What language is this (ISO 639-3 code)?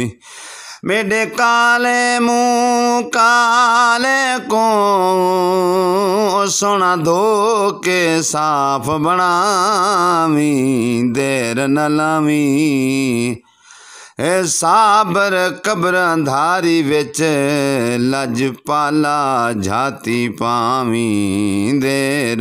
pan